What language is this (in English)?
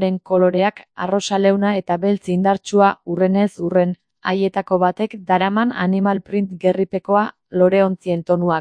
Basque